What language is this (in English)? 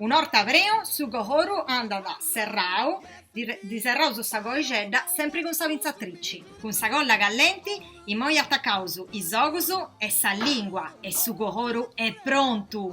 Sardinian